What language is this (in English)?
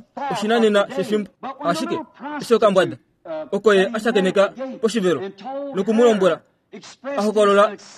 Kuanyama